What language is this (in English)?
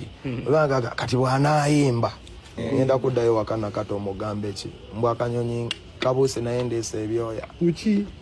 Ganda